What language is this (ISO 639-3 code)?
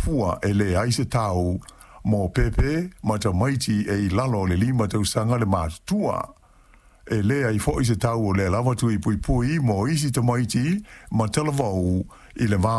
smo